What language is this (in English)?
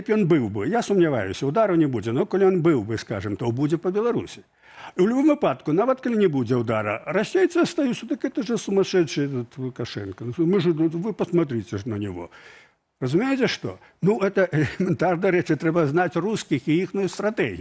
Belarusian